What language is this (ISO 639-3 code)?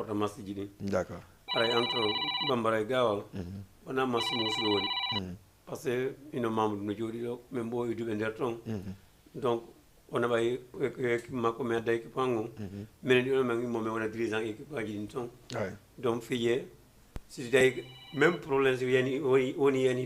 ful